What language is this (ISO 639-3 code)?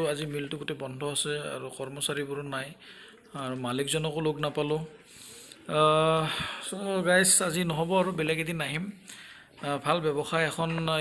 asm